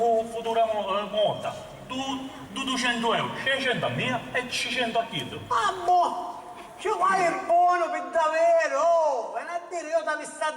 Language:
Sicilian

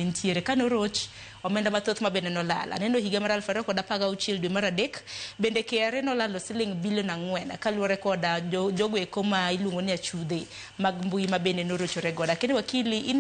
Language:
Luo (Kenya and Tanzania)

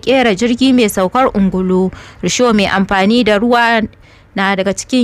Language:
Hausa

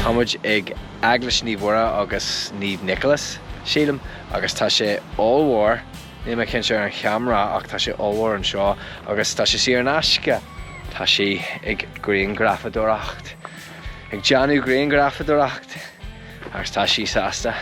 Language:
Irish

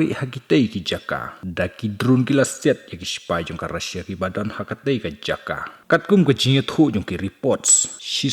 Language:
Khasi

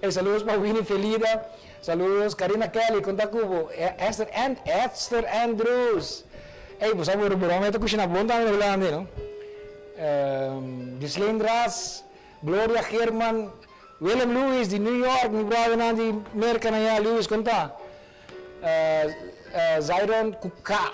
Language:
Papiamento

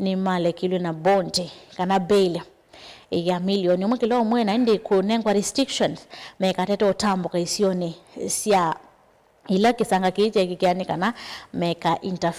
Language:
Kamba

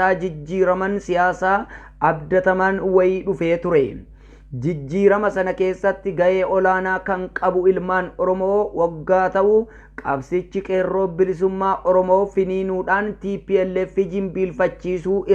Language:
Oromo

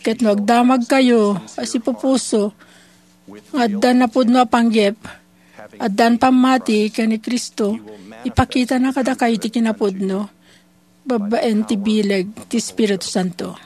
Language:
Iloko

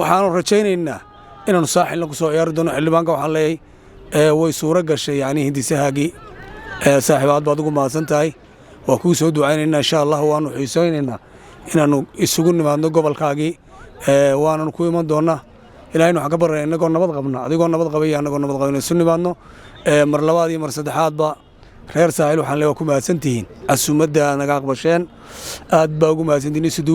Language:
Somali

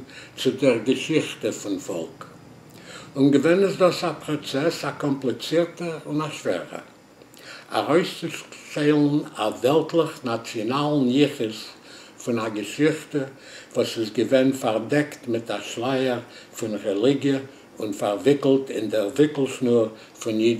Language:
Yiddish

